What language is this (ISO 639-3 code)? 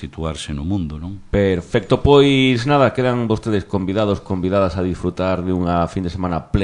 glg